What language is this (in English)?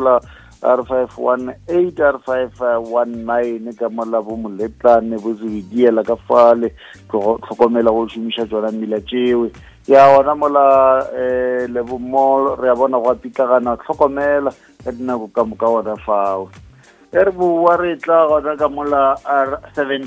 Northern Sotho